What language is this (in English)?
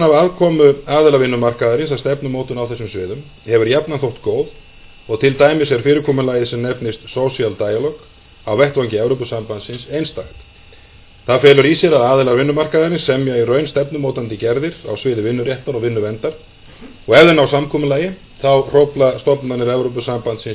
Icelandic